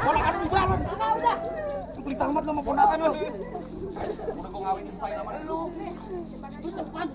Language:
Betawi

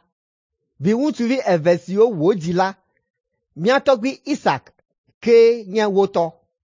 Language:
Ewe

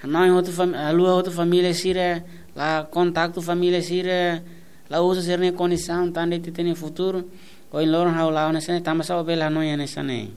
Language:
Tetum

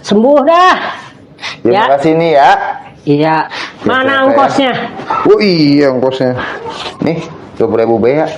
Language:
Betawi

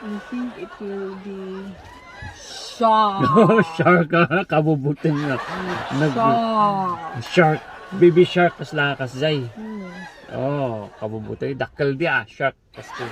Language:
Iloko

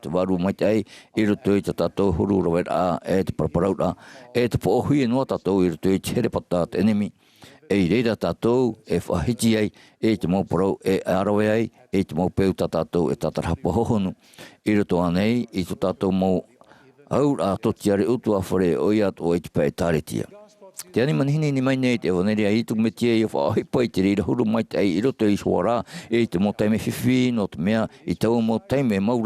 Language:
Tahitian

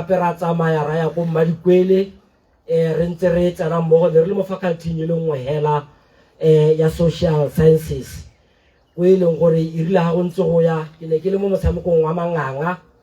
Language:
Tswana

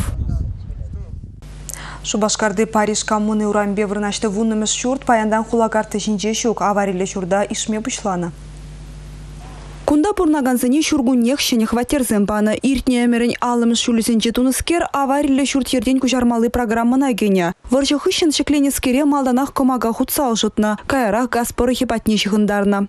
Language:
Chuvash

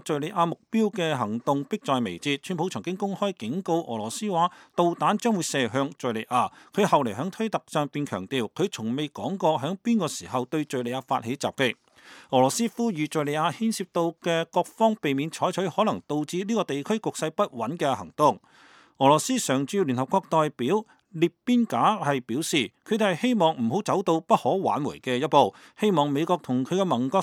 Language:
Cantonese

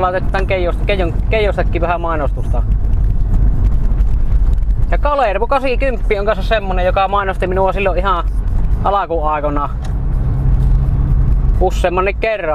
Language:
Finnish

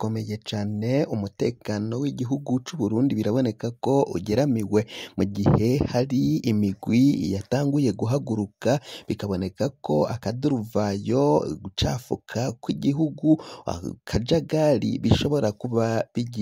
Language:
Rundi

